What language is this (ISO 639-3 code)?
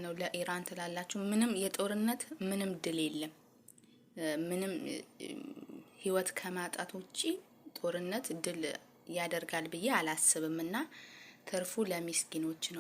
amh